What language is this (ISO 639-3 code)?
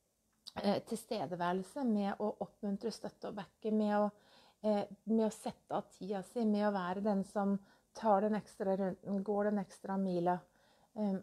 nor